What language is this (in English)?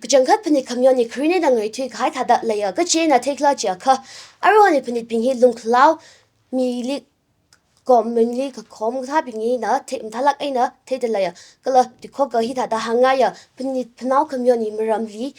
Tangkhul Naga (India)